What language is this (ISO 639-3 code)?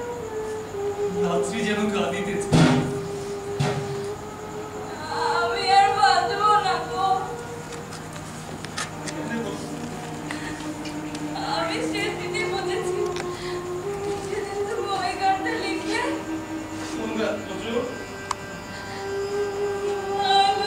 ben